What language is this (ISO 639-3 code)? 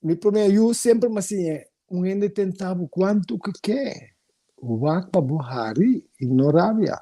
pap